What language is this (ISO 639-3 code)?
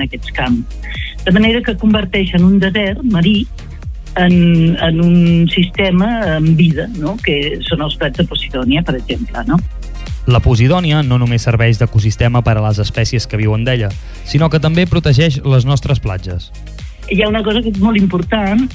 cat